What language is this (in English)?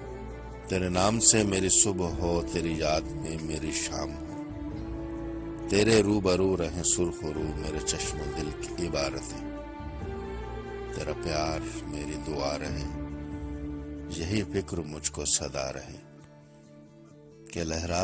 Urdu